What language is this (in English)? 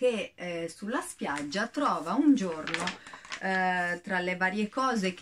Italian